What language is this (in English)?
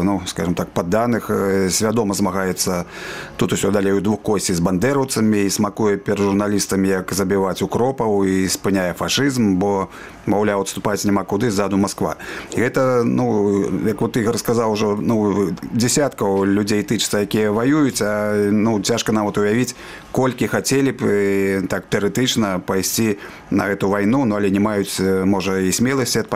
Belarusian